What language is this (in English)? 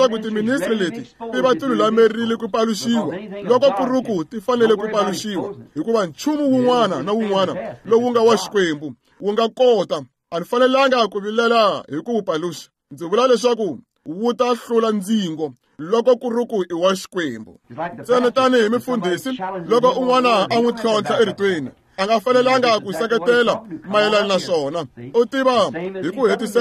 Tsonga